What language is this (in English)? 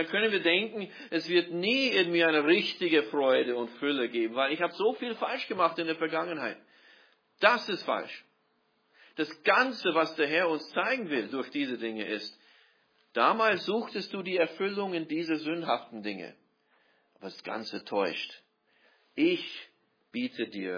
German